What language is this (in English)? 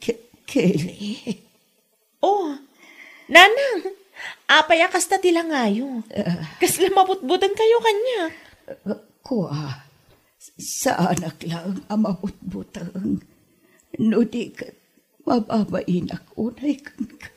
Iloko